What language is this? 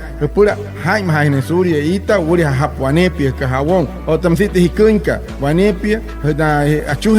Wayuu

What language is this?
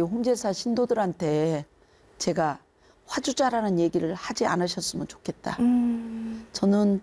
Korean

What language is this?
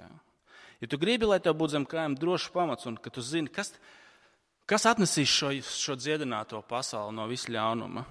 Latvian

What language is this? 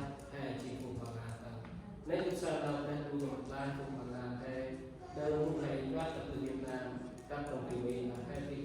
Central Mnong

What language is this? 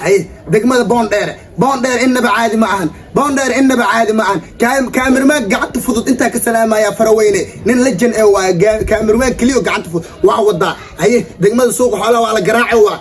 Somali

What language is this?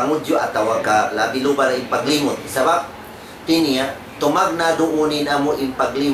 Tausug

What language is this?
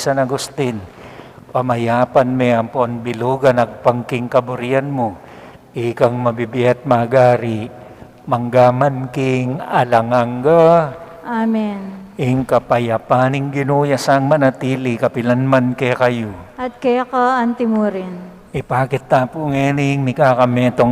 Pampanga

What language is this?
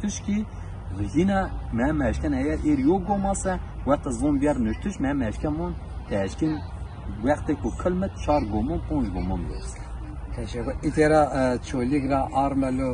Zaza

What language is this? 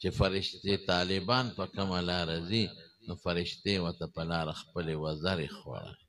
Pashto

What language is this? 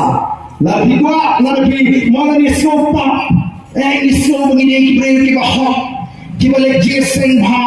Khasi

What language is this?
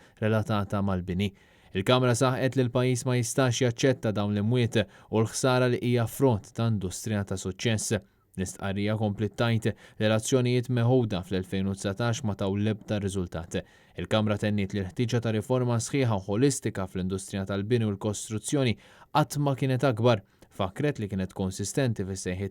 Maltese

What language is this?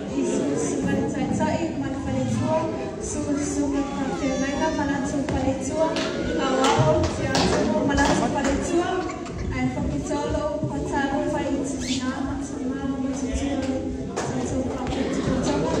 Samoan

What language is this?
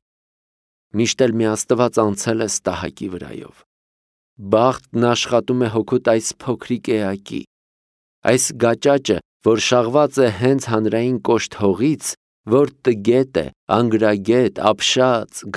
Armenian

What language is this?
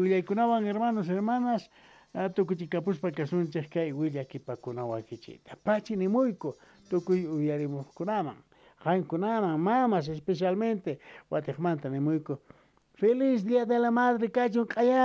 South Bolivian Quechua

